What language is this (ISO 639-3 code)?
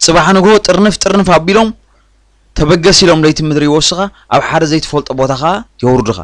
tir